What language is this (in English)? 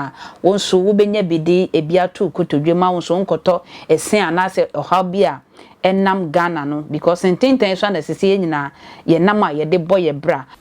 Akan